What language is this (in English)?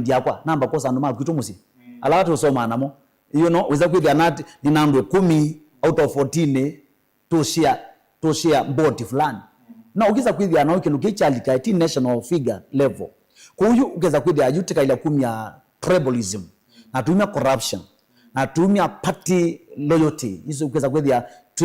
Kamba